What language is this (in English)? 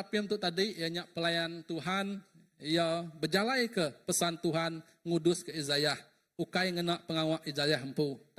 Iban